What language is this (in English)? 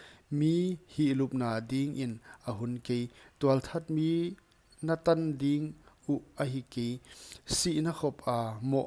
Paite Chin